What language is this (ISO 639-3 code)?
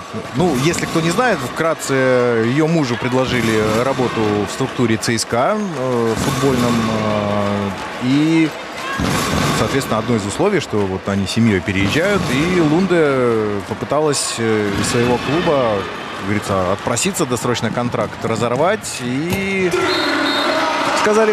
rus